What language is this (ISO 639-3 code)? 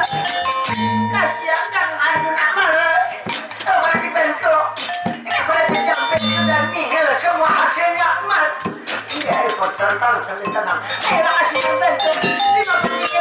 bjn